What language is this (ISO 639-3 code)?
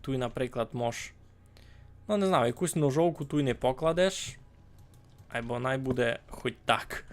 rue